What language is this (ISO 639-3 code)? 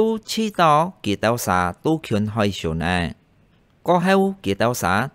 hak